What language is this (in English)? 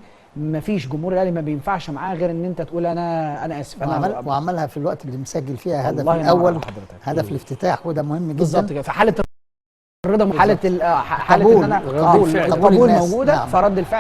Egyptian Arabic